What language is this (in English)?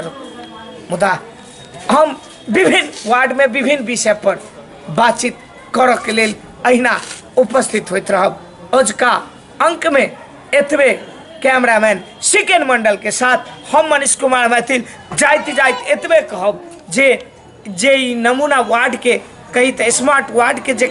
Maithili